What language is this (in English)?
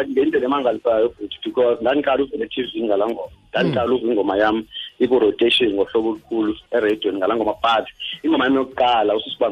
Xhosa